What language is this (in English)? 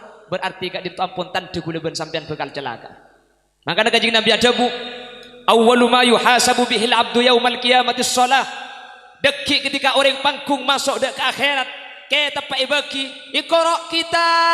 Madurese